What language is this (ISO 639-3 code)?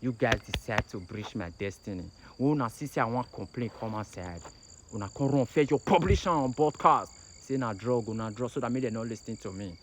pcm